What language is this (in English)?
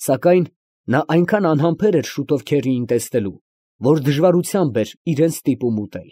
Armenian